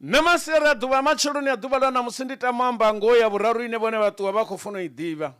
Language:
Venda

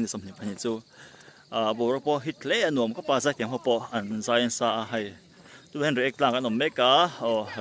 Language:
Mizo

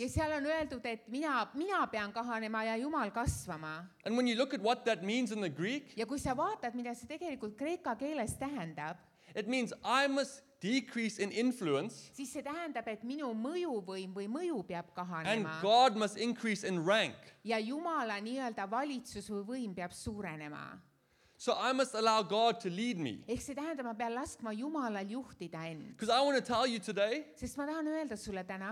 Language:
Estonian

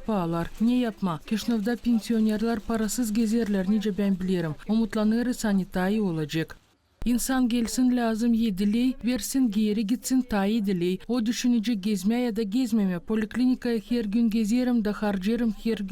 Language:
Gagauz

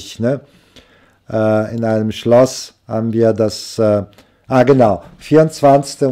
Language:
German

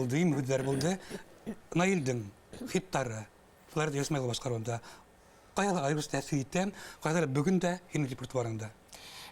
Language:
Bashkir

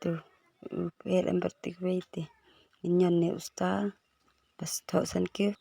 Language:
Khasi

